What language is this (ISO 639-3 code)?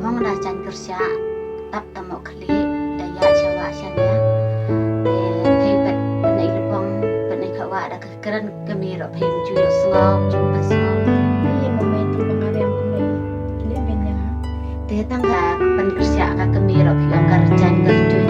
kha